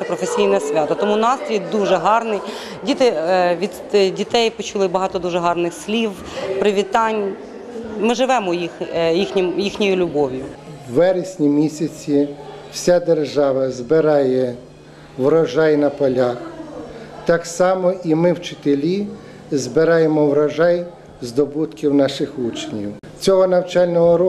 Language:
Ukrainian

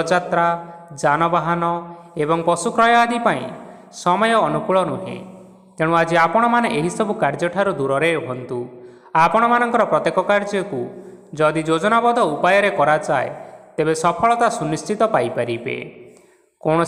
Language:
Odia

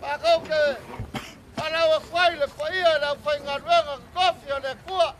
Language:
Samoan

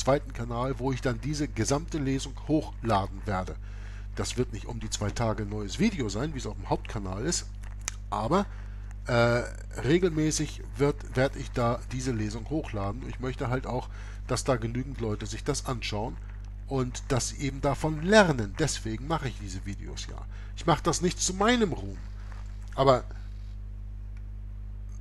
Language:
German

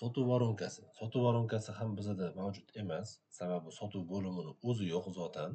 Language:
Uzbek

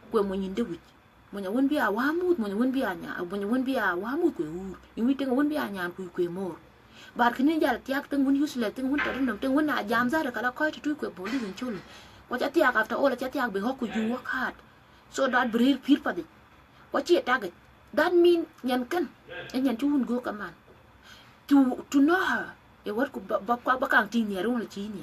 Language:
Dinka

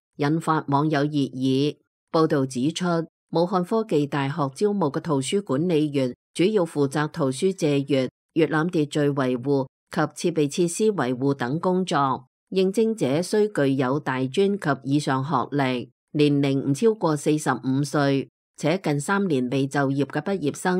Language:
Cantonese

